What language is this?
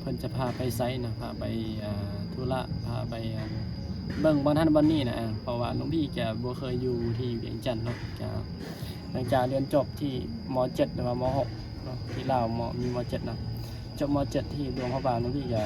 Northeastern Thai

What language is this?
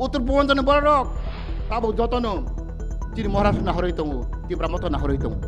Kok Borok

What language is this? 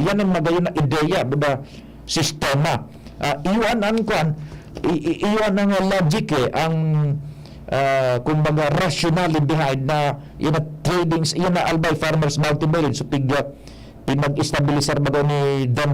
Bikol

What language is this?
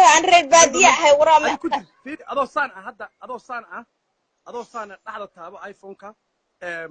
Somali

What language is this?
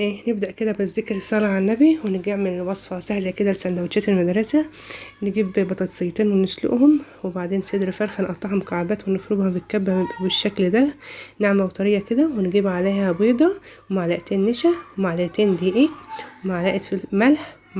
Egyptian Arabic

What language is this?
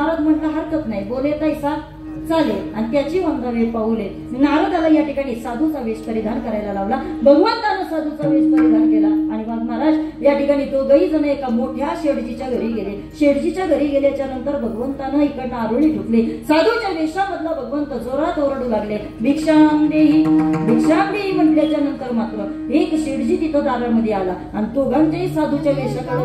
Marathi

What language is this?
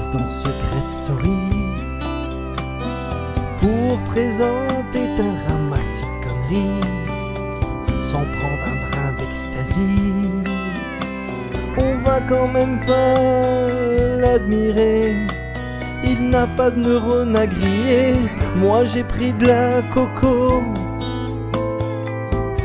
French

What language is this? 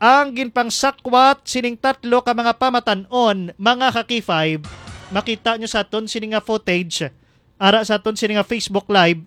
Hiligaynon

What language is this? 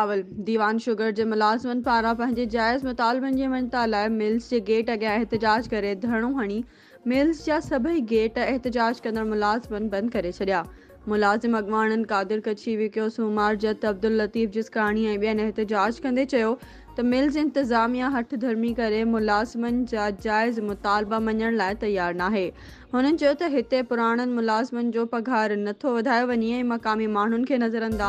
Sindhi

